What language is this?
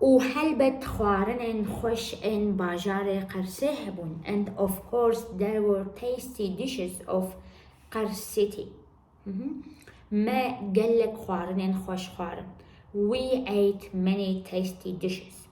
Kurdish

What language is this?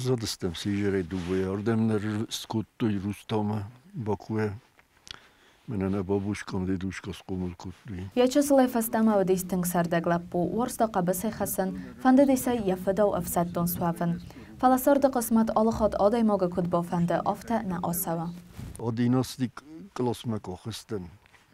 Ossetic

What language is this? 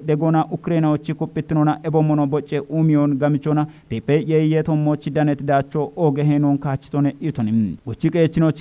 Kafa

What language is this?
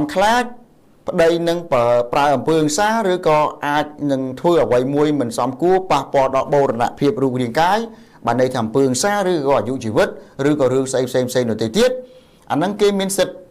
Khmer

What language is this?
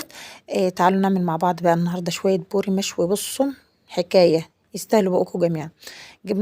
Egyptian Arabic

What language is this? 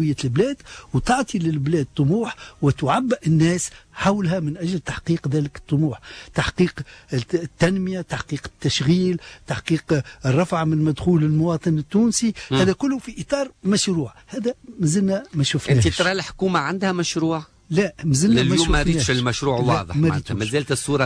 Tunisian Arabic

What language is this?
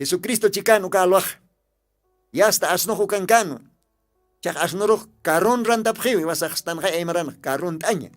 Aymara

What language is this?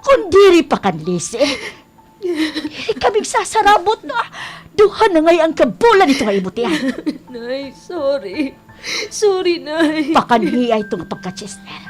Waray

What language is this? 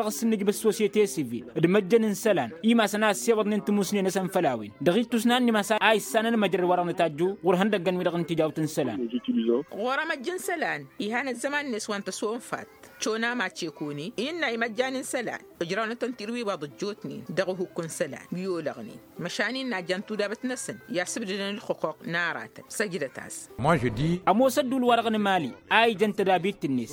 Tamasheq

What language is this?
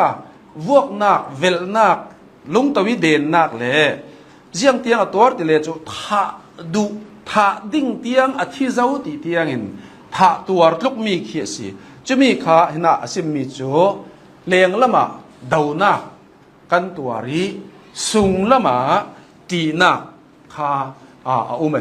Hakha Chin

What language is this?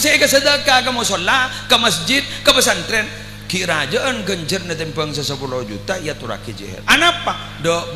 Madurese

